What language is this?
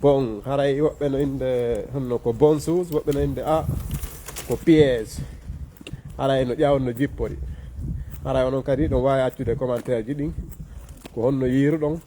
Pular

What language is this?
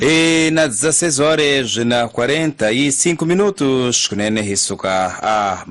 Tsonga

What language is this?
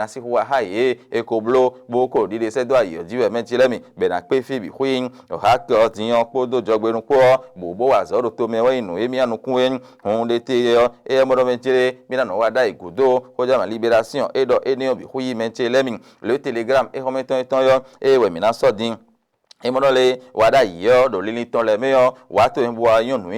Fon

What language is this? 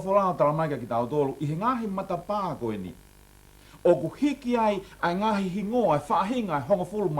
Tongan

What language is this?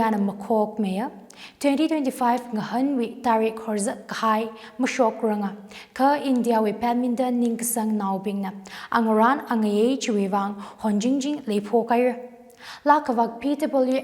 Tangkhul Naga (India)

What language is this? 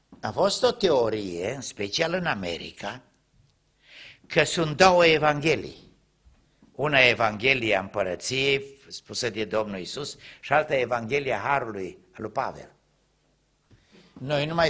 Romanian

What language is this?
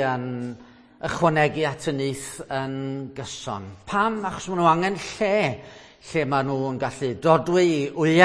Welsh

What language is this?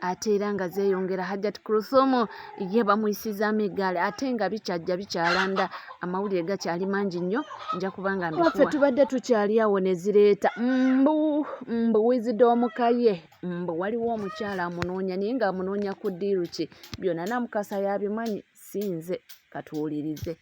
Ganda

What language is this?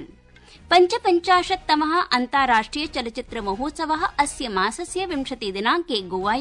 Sanskrit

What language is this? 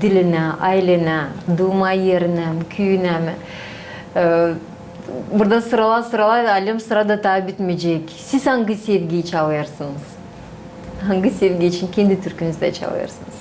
Gagauz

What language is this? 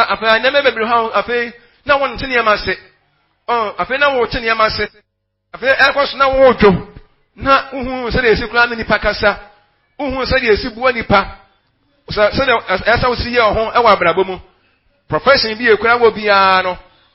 Akan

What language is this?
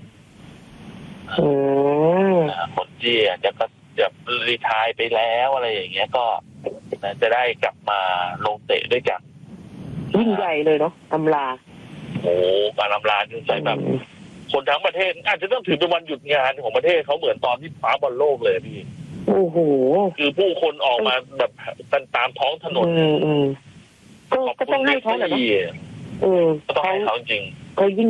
Thai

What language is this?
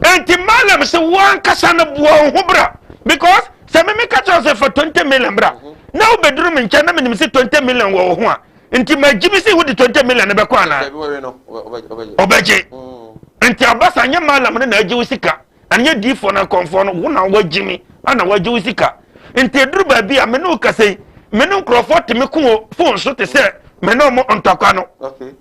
Akan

